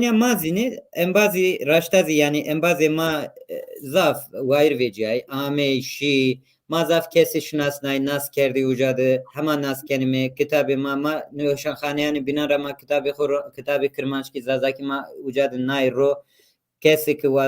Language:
Zaza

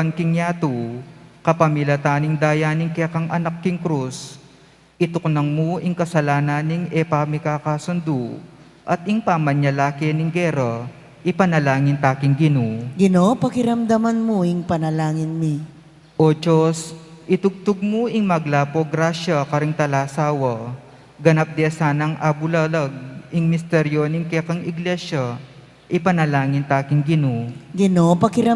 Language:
Pampanga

